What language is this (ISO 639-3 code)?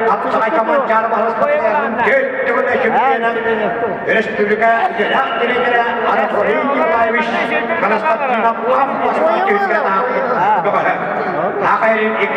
sah